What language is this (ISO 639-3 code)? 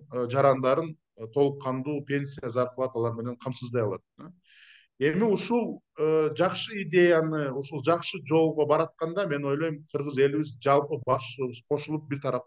kir